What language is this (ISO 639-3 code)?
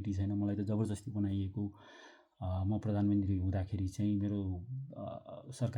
nep